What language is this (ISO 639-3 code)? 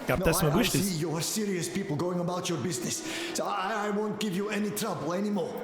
bar